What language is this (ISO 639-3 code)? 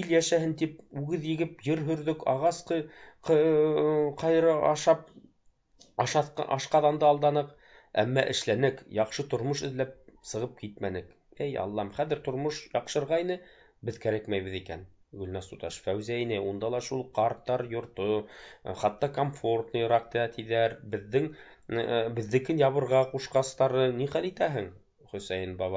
bak